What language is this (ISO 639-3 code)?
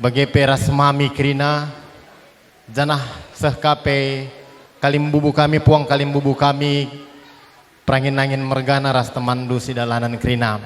btx